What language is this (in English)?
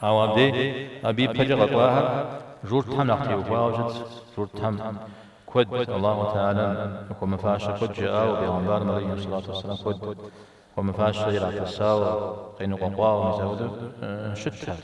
Kabardian